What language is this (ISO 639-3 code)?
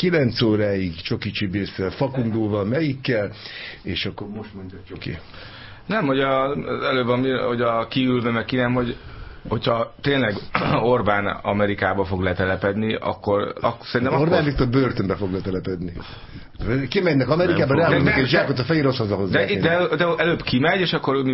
hun